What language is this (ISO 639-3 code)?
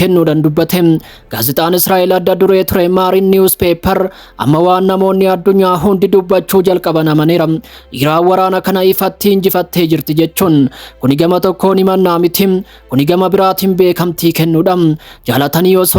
orm